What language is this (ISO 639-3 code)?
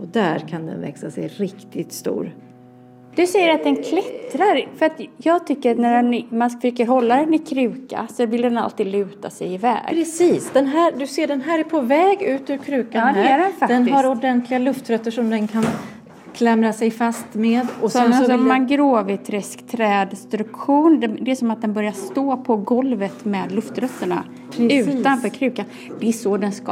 swe